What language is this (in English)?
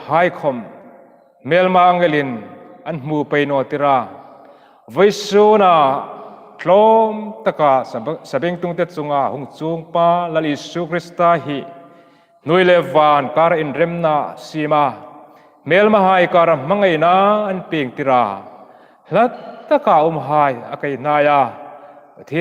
Hmar